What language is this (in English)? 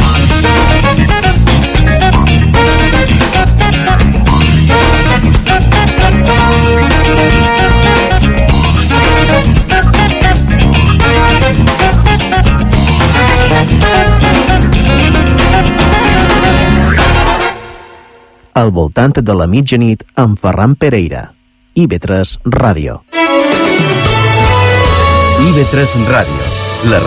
Catalan